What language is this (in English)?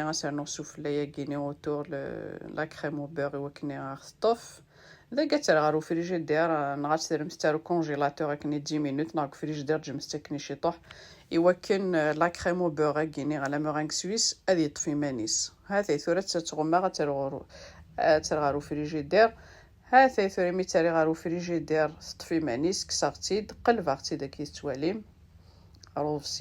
Kabyle